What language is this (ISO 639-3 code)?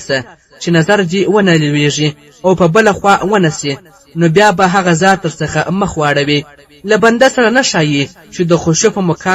pus